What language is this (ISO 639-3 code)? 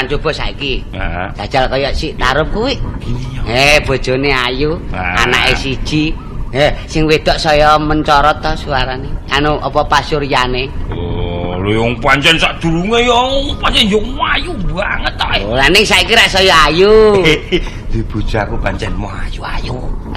jav